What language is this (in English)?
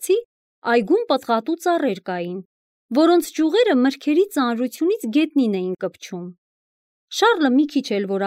Armenian